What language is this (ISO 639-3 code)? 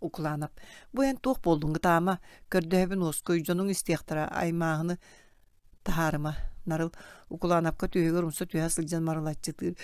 sah